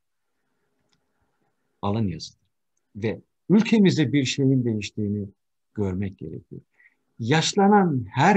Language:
Turkish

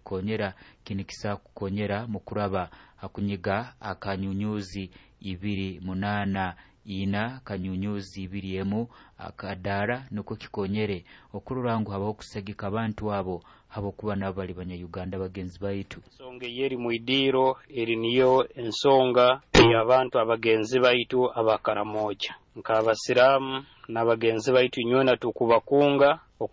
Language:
Nyoro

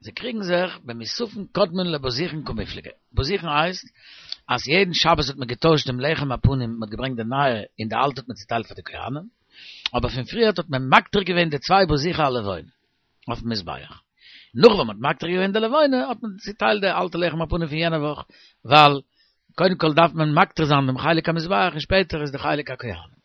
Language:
Yiddish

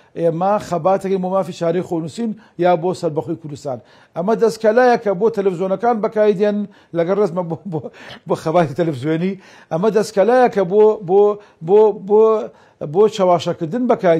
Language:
Central Kurdish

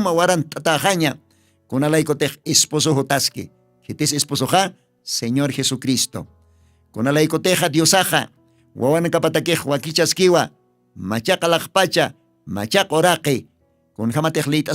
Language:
Aymara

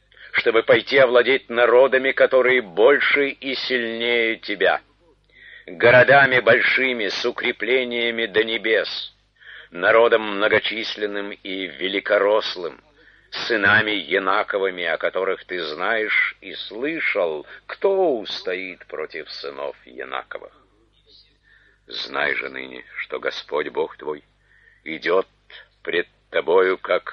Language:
Russian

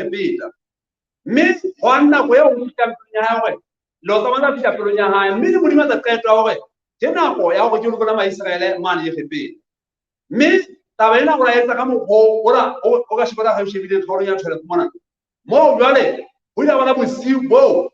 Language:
Southern Sotho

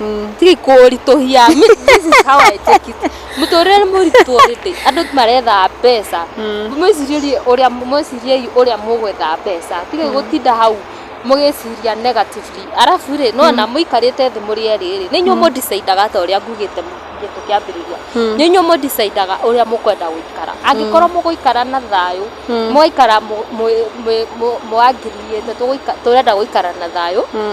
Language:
Kikuyu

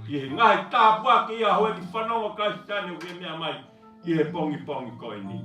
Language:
Tongan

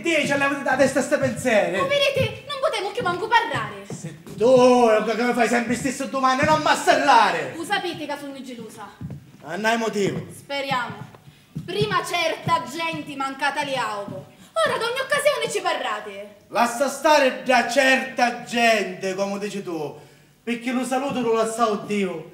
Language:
Sicilian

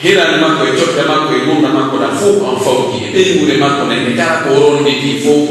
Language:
Pular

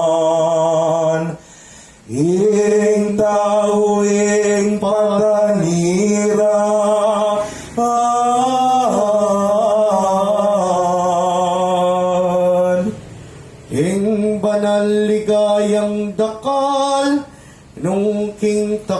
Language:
Pampanga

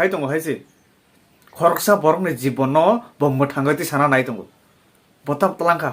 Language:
Kok Borok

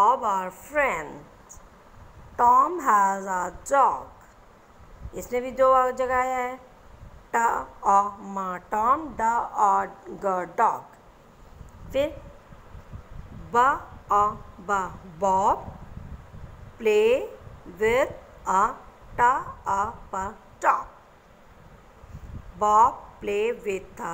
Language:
Hindi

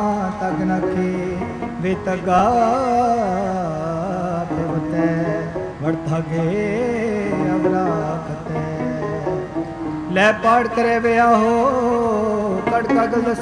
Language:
Punjabi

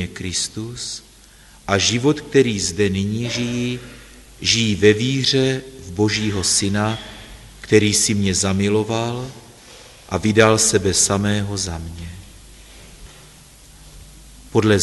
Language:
Czech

